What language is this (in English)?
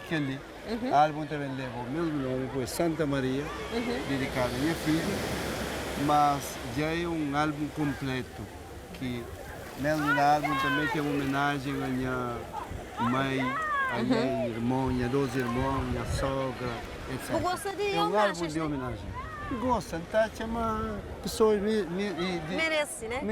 Kabuverdianu